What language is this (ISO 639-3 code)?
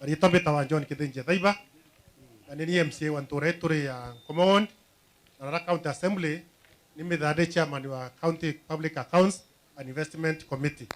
mer